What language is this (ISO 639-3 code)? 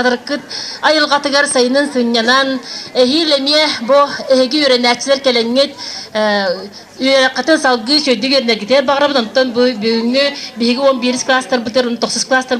sah